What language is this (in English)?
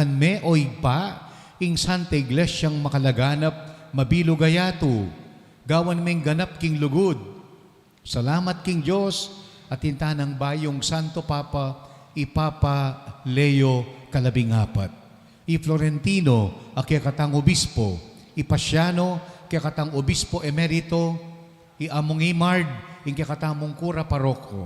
Pampanga